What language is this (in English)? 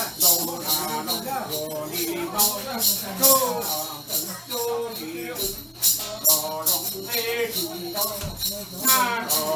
Vietnamese